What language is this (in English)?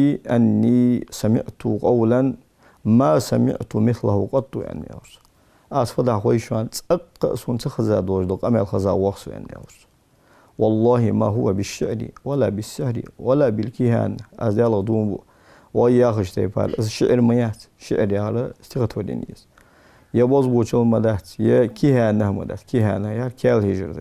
Ingush